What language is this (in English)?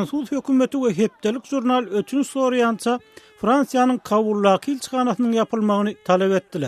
Turkmen